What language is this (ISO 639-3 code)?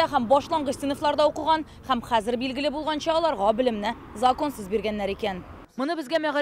tat